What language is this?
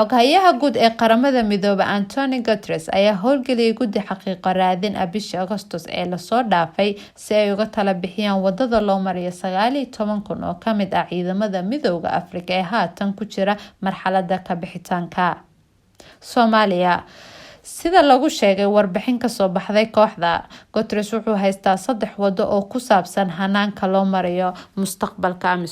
Somali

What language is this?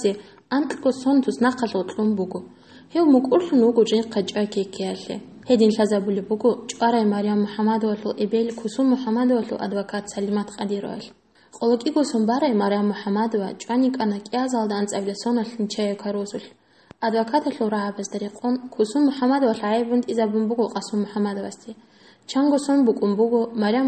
Avaric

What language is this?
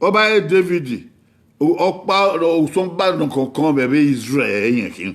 Bini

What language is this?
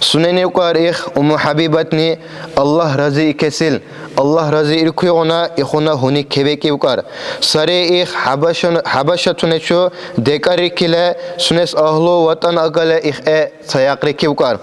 Dargwa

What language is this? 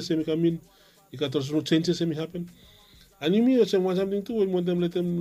Bislama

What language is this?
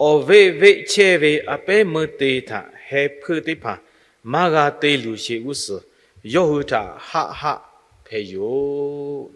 Lahu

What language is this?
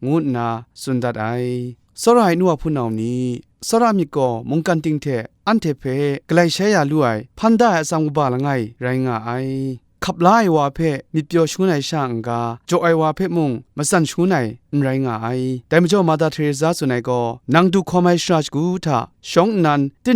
Kachin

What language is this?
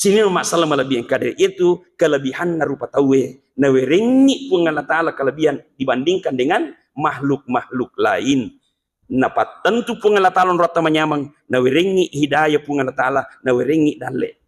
Buginese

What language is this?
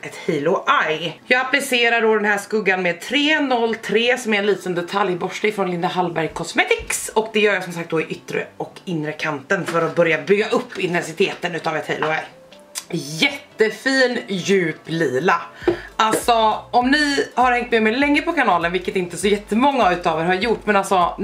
Swedish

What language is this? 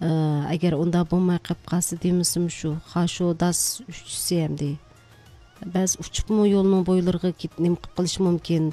Uyghur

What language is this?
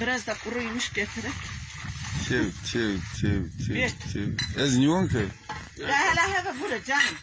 Zaza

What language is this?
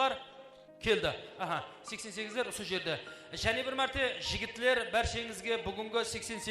Kara-Kalpak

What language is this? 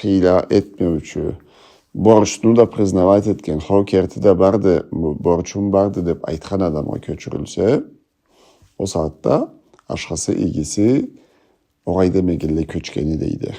Karachay-Balkar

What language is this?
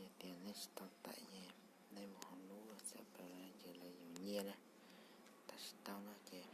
Hmong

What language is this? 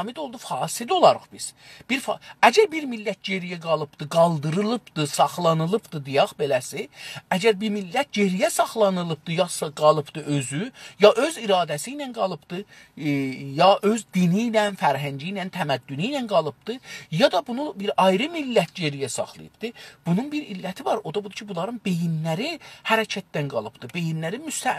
South Azerbaijani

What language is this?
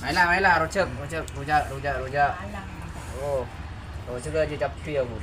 Madurese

